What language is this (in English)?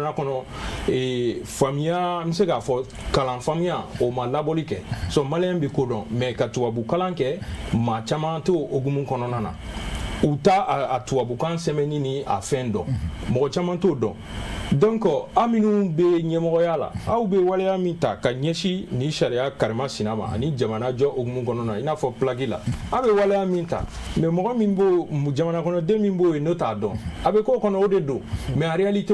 Bambara